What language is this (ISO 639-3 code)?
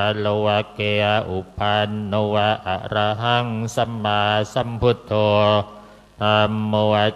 pli